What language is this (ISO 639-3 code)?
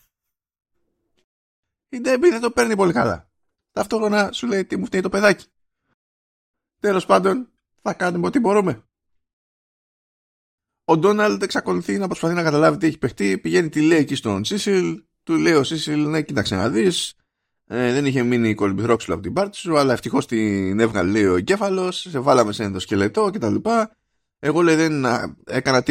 ell